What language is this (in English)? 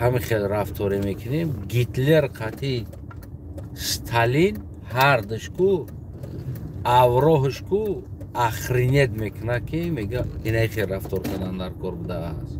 Tajik